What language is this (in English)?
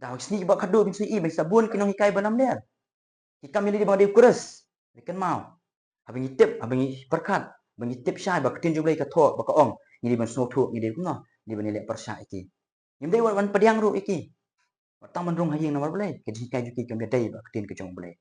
Khasi